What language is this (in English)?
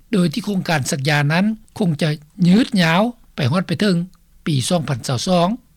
Lao